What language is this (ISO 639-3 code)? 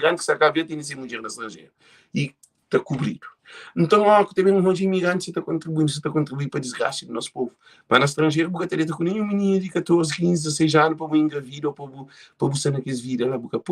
kea